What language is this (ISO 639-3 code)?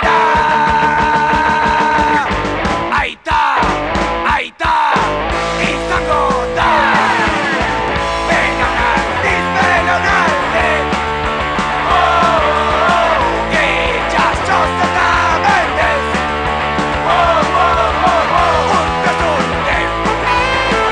eus